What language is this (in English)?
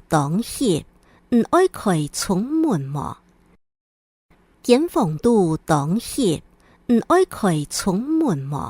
Hakka Chinese